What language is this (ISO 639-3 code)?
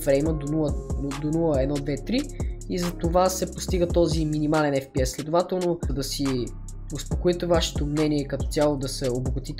bul